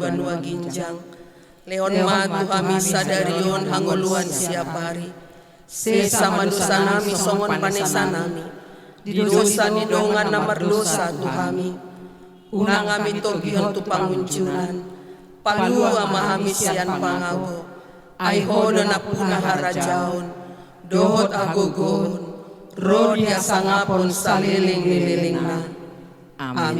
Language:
Batak Toba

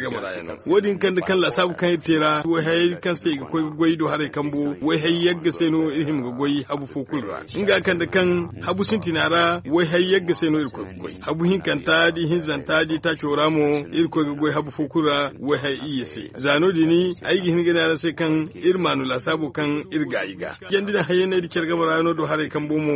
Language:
Zarma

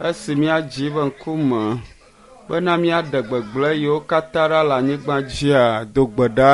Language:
Ewe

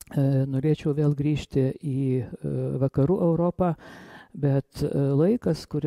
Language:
Lithuanian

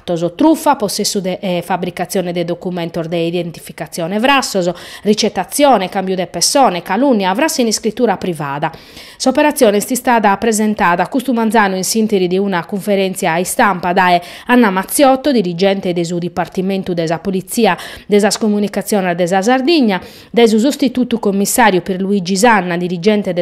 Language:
Sardinian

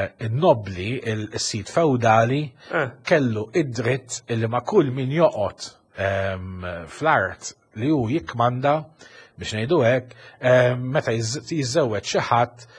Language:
Maltese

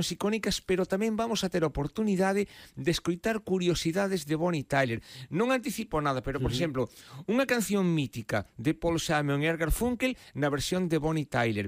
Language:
Galician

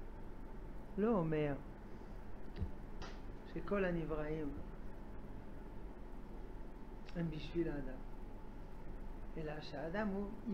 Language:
Hebrew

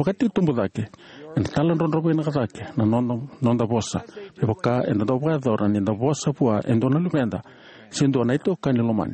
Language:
Fijian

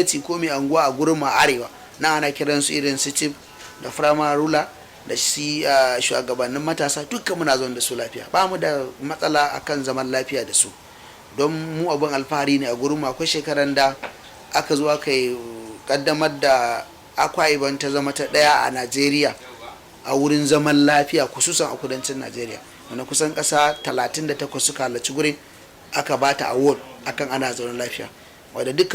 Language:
Hausa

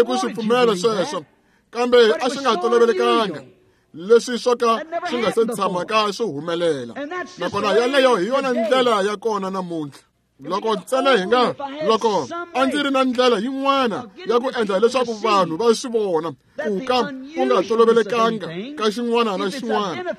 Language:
Tsonga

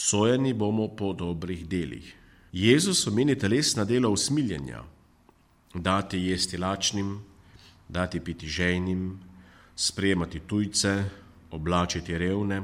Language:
Slovenian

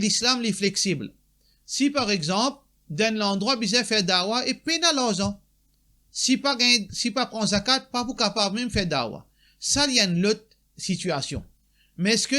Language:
Morisyen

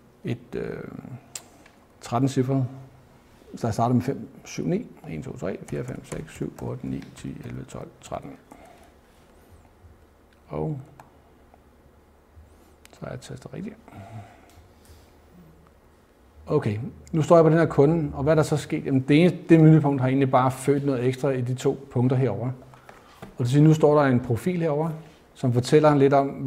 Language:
Danish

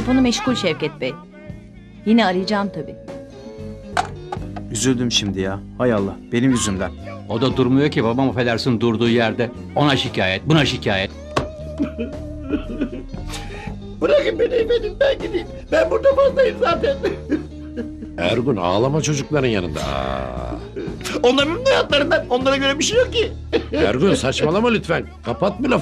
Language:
Turkish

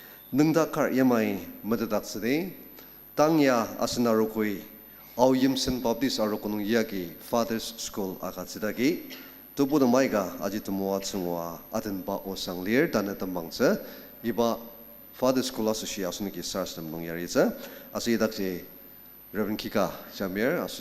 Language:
Ao Naga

